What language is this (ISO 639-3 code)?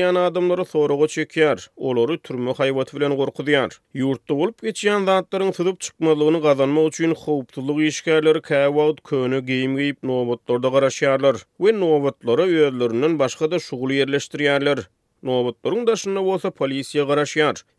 tuk